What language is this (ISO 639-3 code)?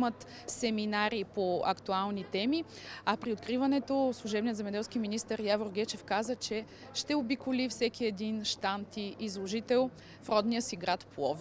bul